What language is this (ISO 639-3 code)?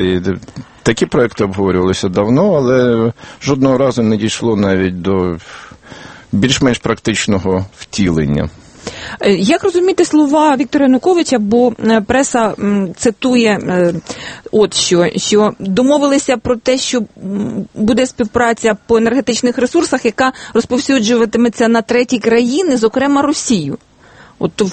ukr